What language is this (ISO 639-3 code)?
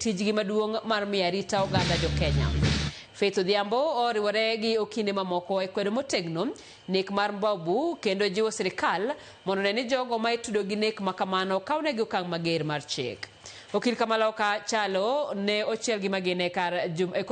luo